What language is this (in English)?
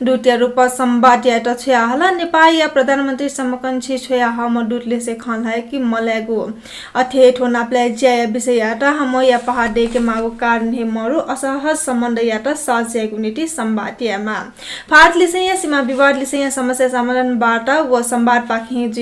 Newari